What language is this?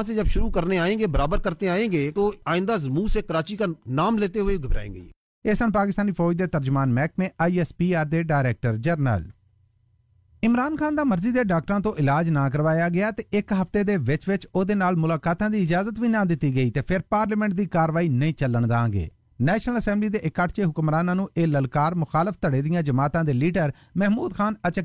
Punjabi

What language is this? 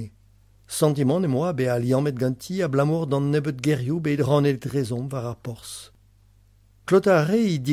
Breton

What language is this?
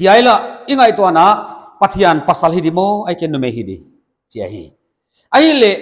Paite Chin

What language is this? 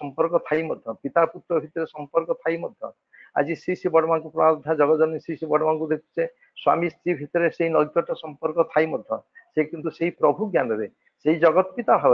Odia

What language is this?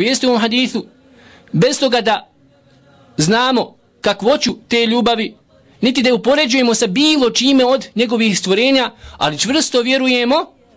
Bosnian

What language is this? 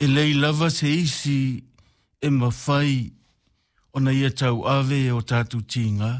Samoan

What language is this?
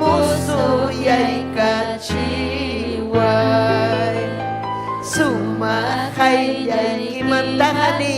Ayacucho Quechua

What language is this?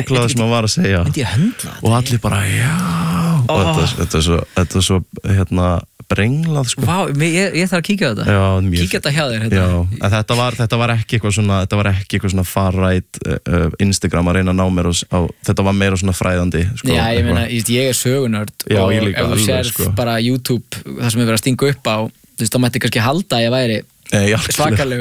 Icelandic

